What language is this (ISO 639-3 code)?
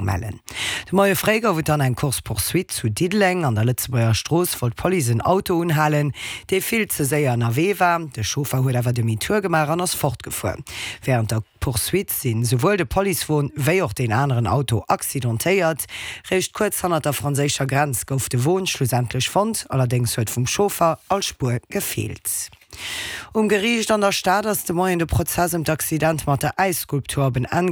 ltz